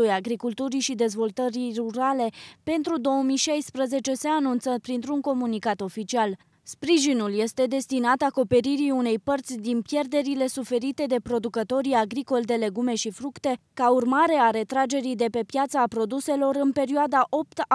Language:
Romanian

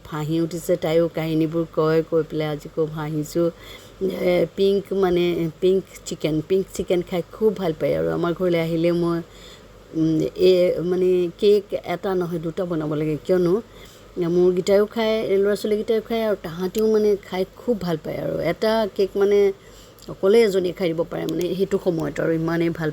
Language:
Assamese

